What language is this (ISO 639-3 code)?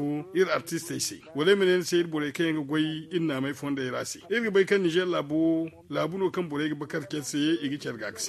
dje